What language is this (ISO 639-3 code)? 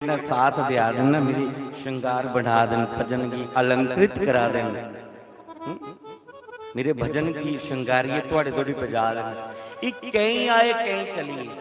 doi